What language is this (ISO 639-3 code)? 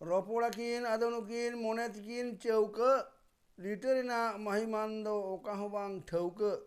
sat